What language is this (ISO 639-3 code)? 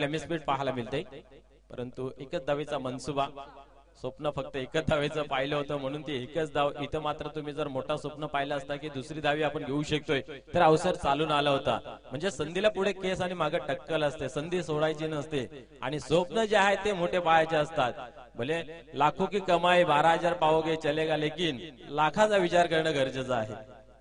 mar